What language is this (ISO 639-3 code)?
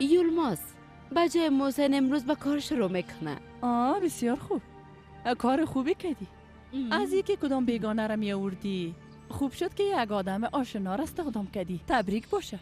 fas